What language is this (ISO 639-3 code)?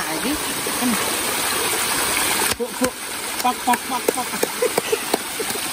jav